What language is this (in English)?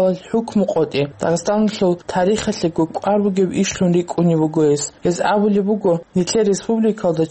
Avaric